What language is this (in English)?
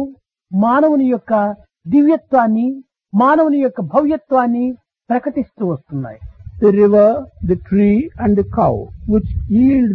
Telugu